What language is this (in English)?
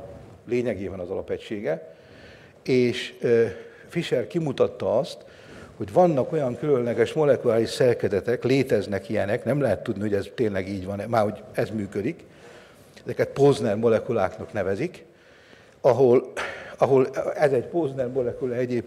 Hungarian